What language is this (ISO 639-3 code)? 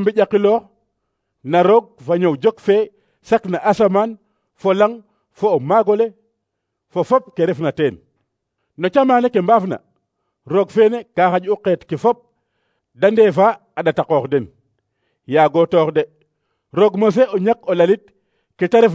srr